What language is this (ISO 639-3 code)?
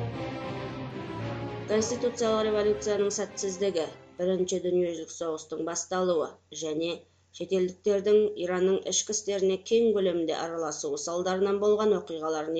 kaz